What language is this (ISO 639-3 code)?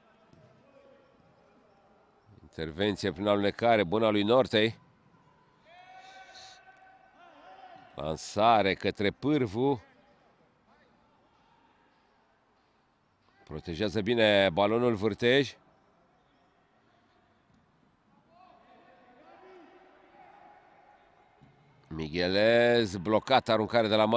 ron